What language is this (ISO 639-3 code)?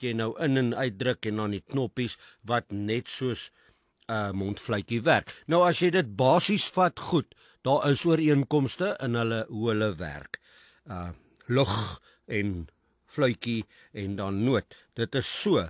afr